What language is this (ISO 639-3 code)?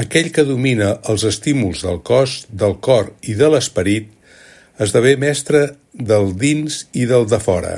cat